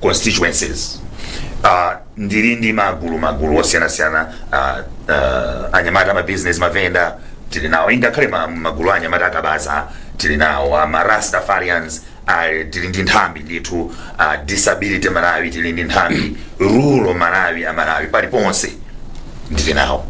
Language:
Nyanja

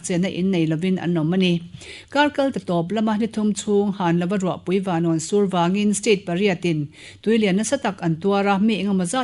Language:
Mizo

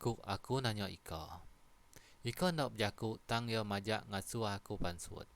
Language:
Iban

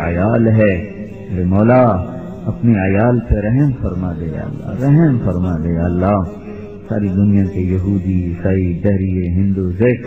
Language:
Urdu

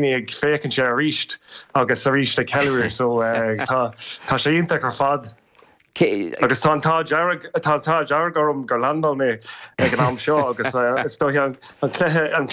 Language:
Irish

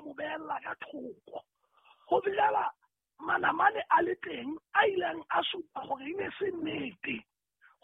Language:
Southern Sotho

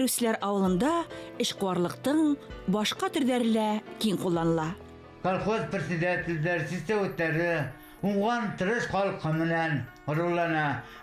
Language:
Bashkir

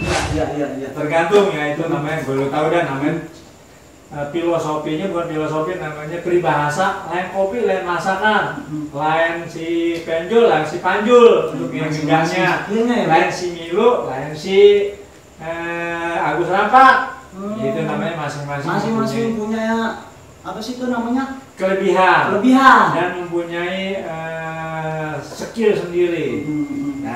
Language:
Betawi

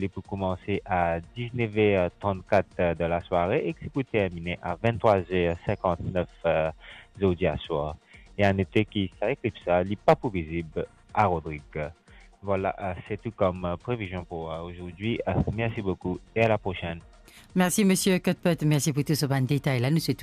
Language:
Morisyen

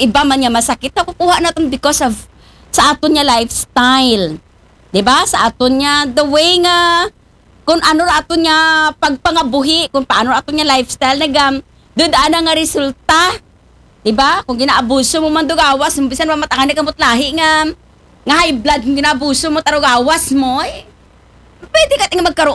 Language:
Aklanon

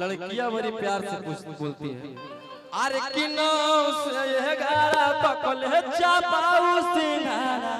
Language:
Magahi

